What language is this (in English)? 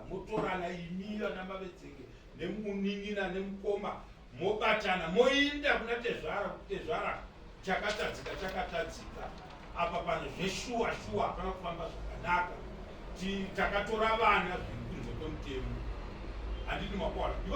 Shona